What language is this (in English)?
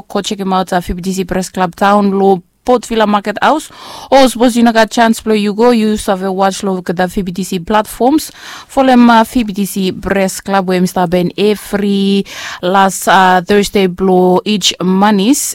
Bislama